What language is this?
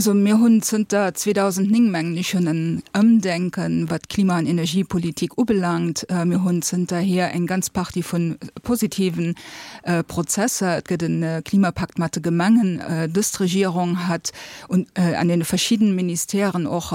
Luxembourgish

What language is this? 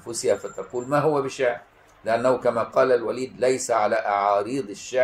Egyptian Arabic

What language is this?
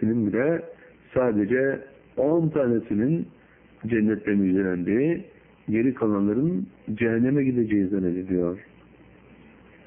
Turkish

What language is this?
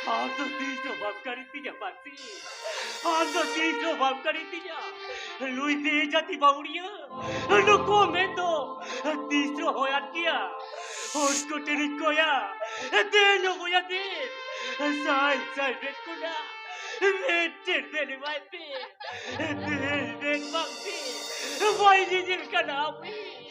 Santali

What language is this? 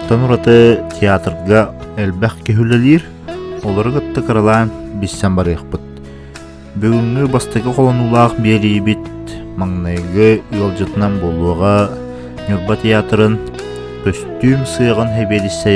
Yakut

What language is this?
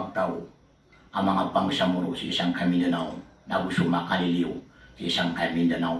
Maranao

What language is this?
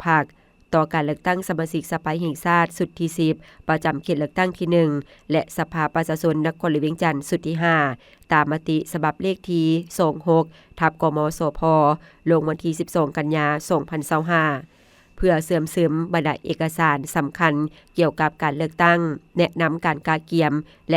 Lao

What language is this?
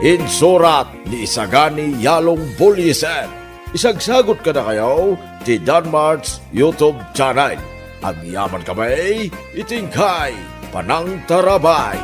Iloko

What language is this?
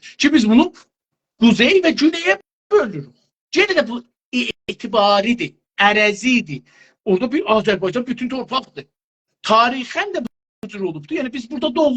South Azerbaijani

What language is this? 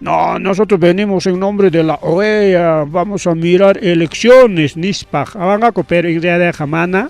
Ayacucho Quechua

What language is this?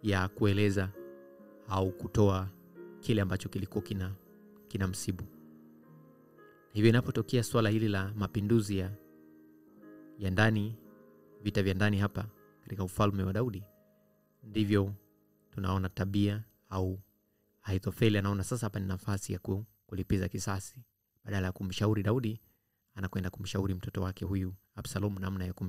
Swahili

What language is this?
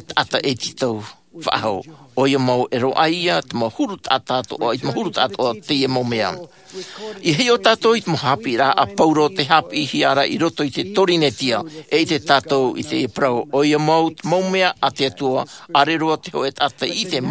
Tahitian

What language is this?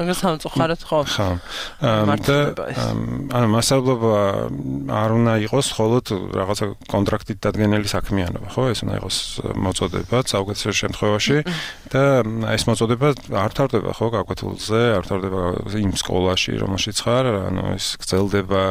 Georgian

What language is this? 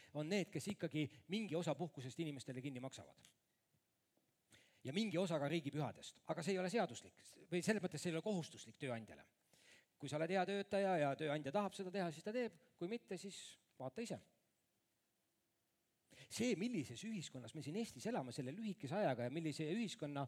Estonian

